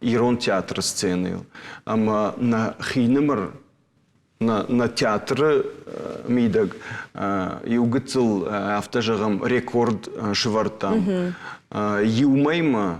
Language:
Ossetic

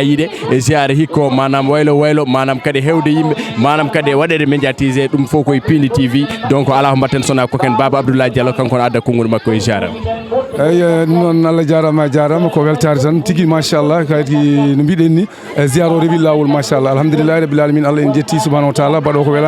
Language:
Fula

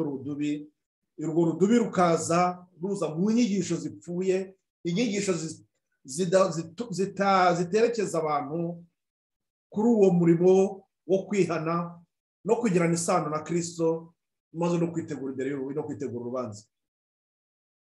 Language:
Kinyarwanda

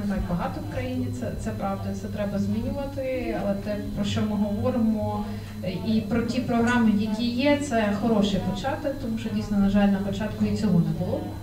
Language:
Ukrainian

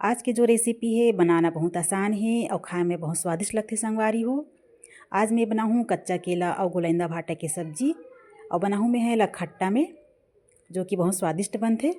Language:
Chhattisgarhi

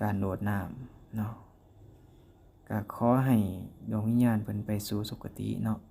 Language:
Lao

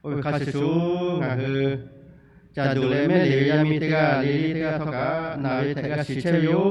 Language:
Lahu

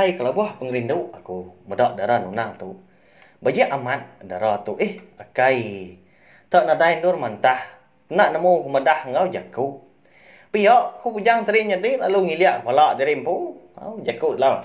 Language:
Iban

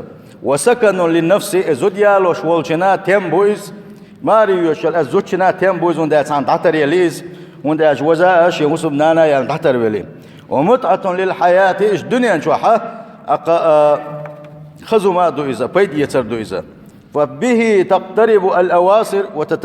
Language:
Chechen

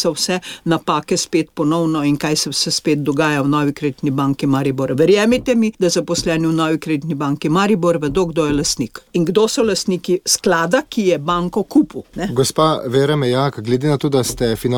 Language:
Slovenian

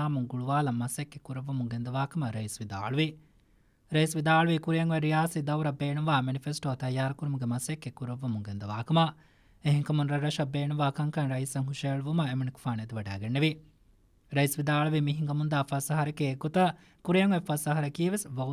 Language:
Divehi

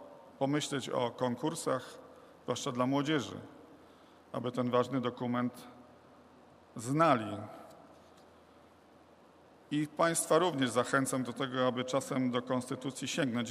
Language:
Polish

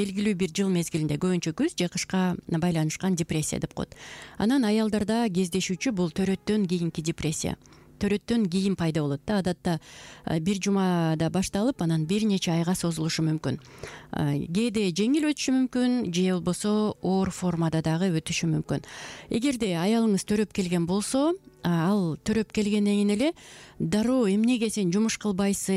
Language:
Kyrgyz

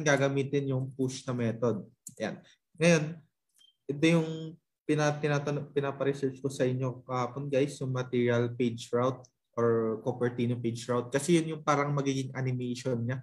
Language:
Filipino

